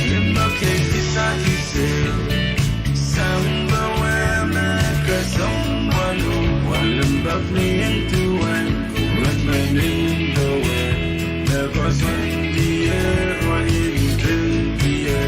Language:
Pohnpeian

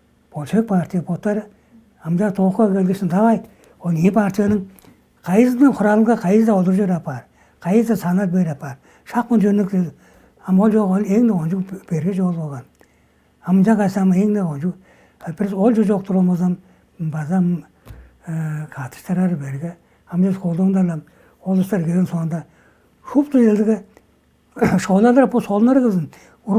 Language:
Tuvinian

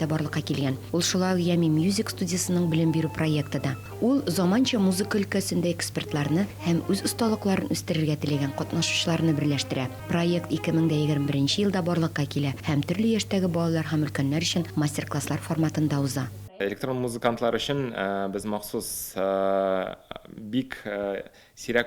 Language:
Tatar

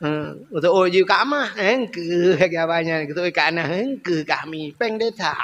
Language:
Achinese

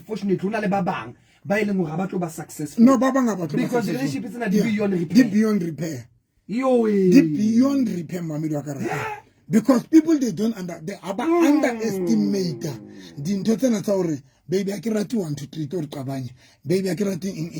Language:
Southern Sotho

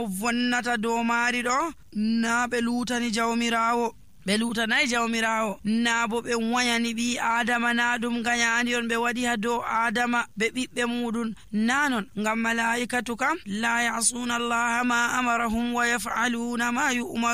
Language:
Nigerian Fulfulde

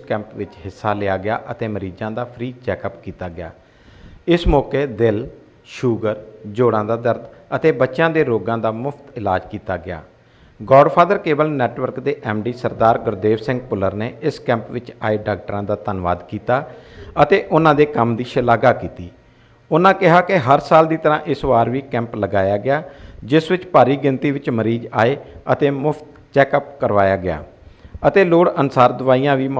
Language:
Punjabi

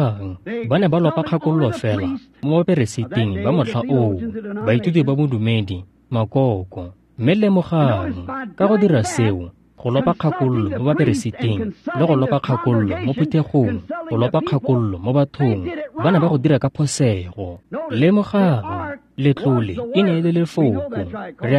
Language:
Tswana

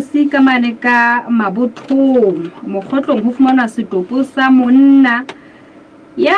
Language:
Southern Sotho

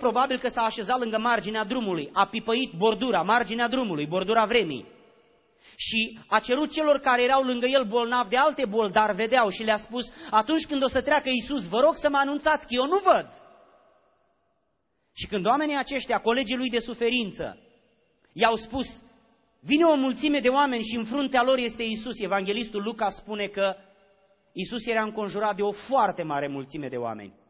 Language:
Romanian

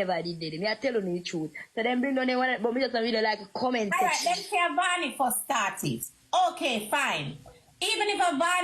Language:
Jamaican Creole English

